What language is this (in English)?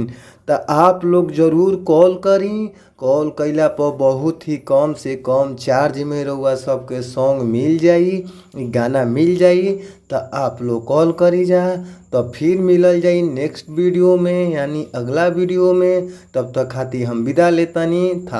Bhojpuri